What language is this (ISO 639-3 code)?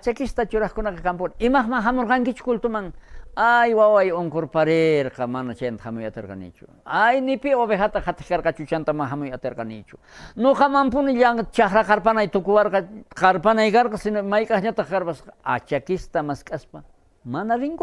quh